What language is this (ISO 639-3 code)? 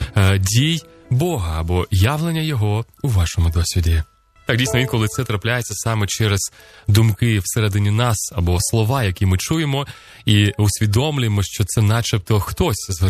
ukr